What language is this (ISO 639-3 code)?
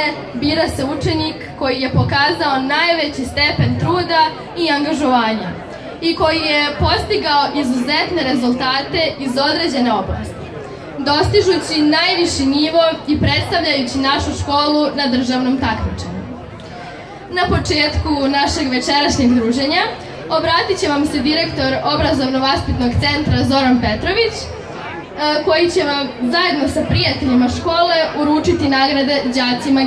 srp